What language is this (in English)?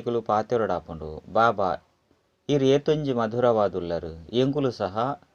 Tulu